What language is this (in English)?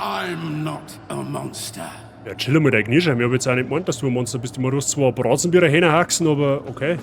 Bavarian